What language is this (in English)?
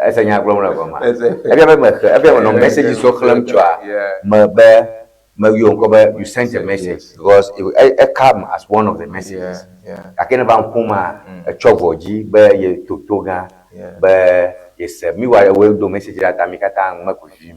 Ewe